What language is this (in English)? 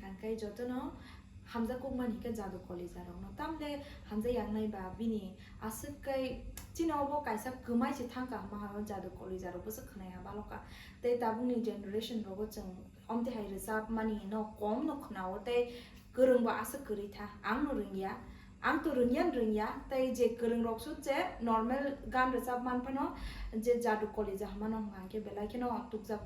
Kok Borok